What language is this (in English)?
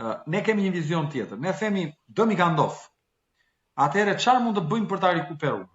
Albanian